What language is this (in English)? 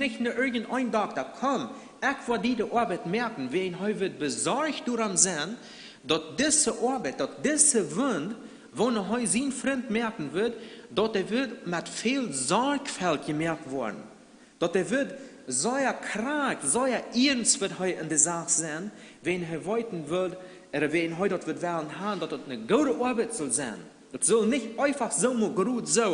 Plautdietsch